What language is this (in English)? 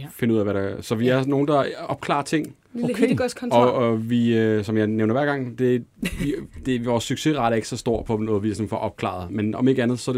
Danish